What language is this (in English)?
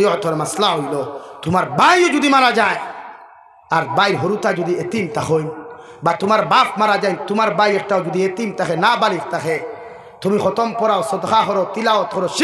Sylheti